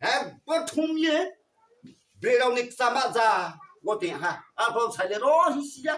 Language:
Riang (India)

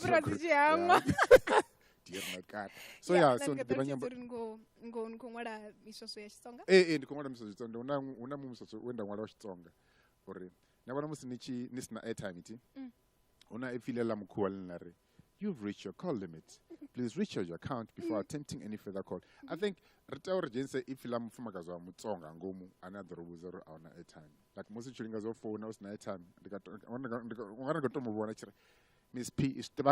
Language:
Venda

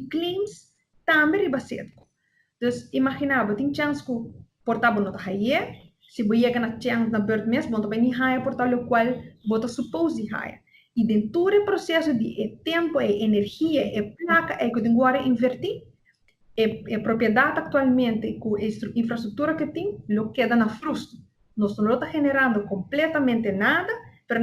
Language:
Papiamento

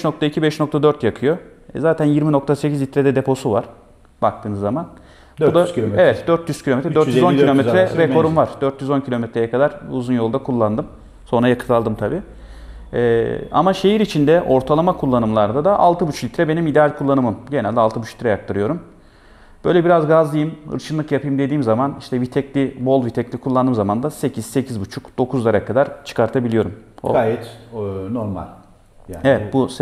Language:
Turkish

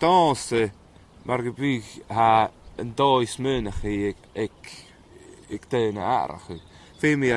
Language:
Scottish Gaelic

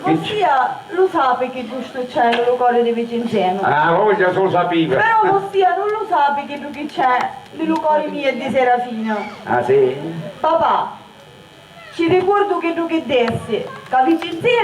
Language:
Sicilian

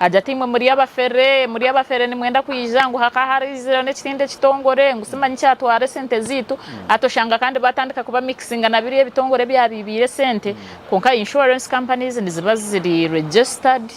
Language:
Nyankole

